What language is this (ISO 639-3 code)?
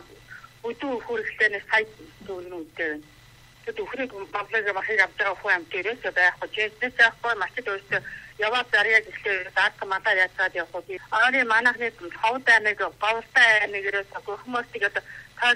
mon